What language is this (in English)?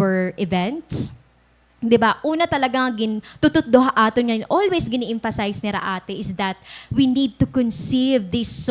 Waray